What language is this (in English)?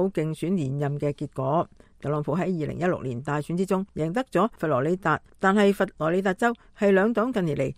Cantonese